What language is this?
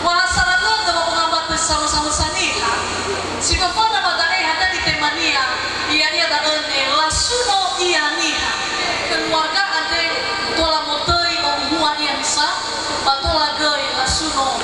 Nias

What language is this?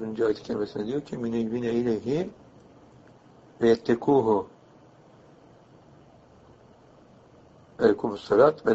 Turkish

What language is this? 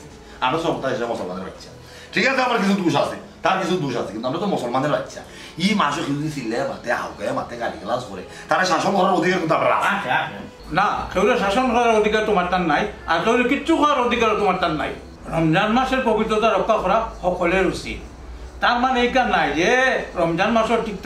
Sylheti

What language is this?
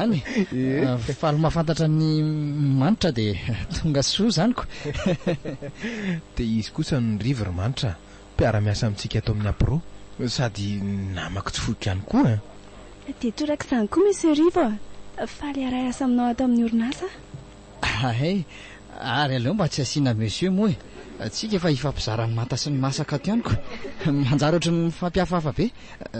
Malagasy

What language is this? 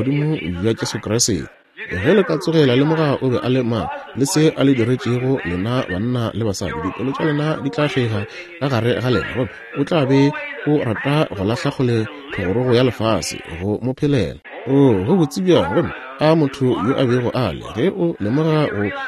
Northern Sotho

